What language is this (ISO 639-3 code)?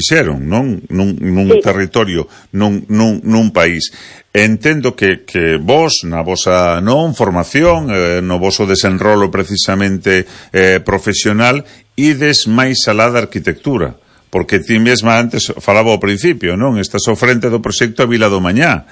glg